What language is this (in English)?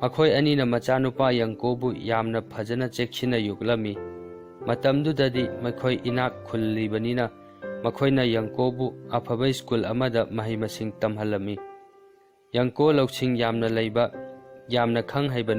Manipuri